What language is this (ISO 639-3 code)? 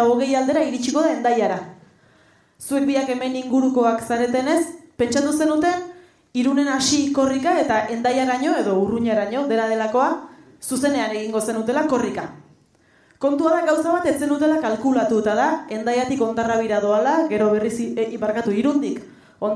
eus